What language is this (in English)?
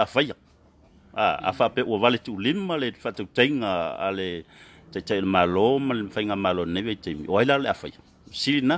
Samoan